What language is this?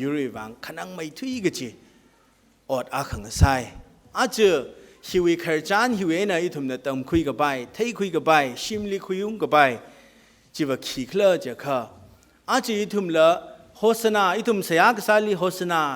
Tangkhul Naga (India)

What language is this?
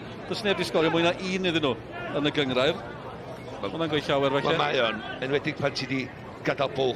Welsh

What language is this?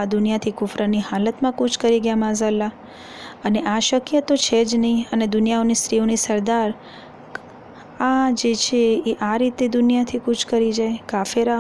Gujarati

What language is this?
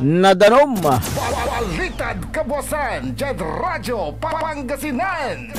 Pangasinan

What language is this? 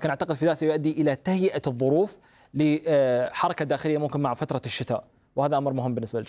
Arabic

